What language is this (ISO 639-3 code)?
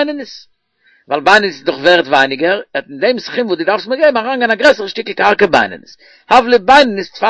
yid